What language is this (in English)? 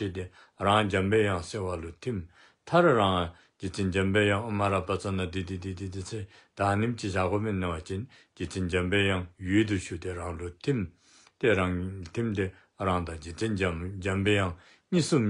Dzongkha